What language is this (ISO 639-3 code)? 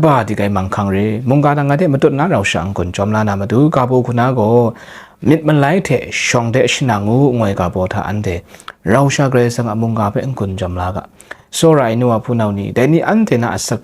kac